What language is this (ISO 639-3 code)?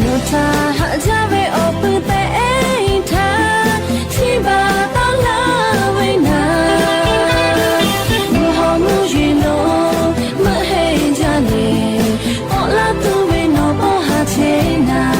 lhu